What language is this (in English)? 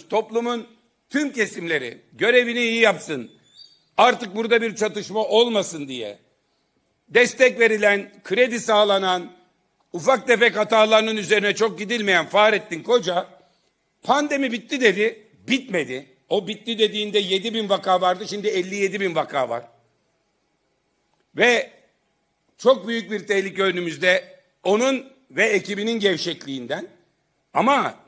Turkish